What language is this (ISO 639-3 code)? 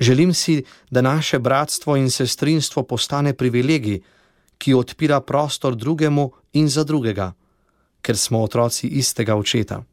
slv